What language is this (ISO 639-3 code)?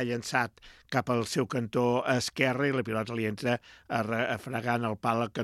cat